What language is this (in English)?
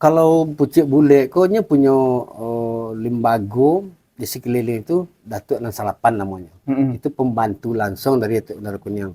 Minangkabau